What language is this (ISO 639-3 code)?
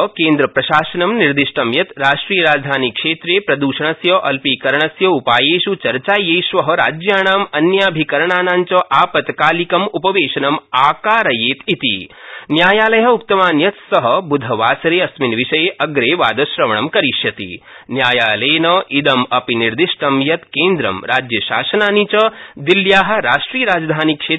san